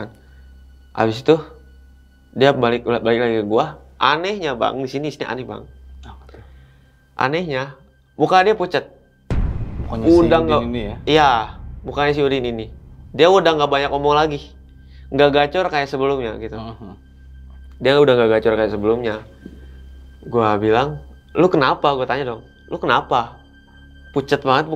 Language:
Indonesian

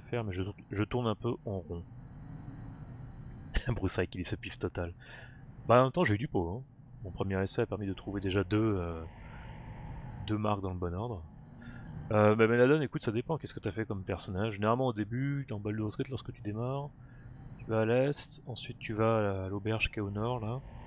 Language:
French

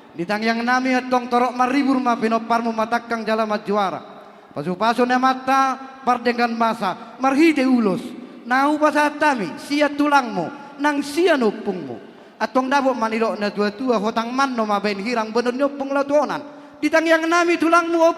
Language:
Batak Toba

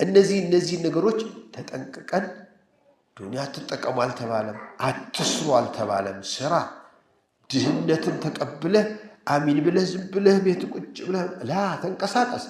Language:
Amharic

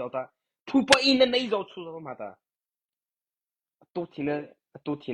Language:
Mara Chin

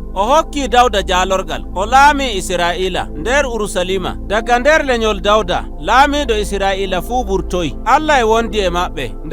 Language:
Nigerian Fulfulde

